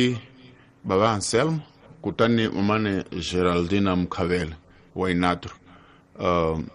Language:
Tsonga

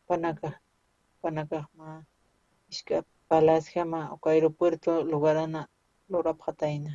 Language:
Aymara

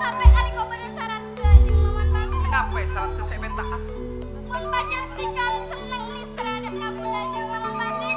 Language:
Madurese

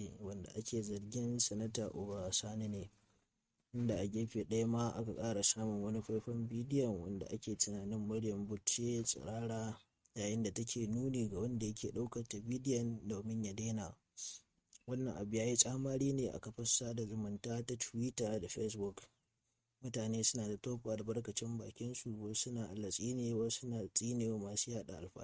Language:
Hausa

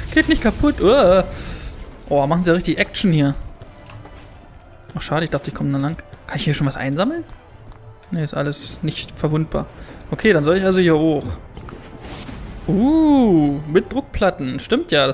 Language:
German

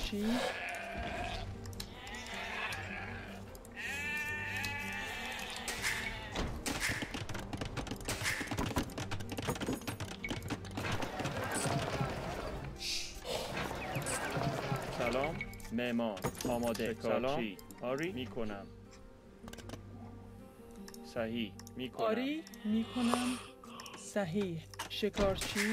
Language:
Persian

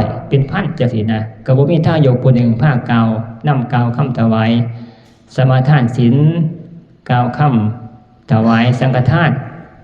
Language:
Northeastern Thai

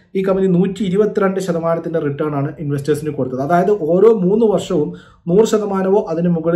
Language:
Malayalam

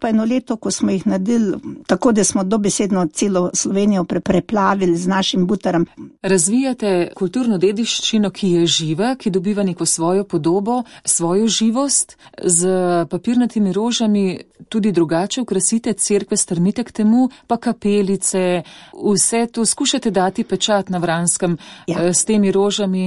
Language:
Slovenian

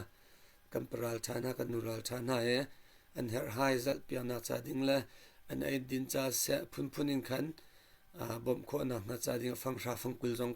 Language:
Hakha Chin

